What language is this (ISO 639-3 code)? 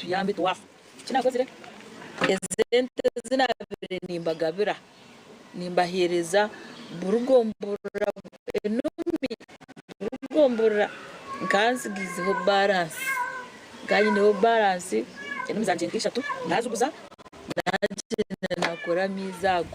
nyn